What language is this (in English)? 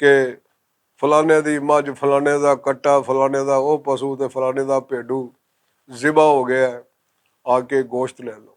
Western Panjabi